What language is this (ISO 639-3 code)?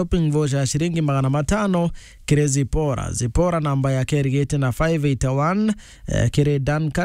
mer